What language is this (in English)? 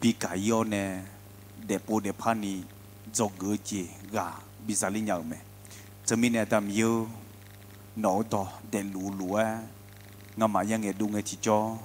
Akha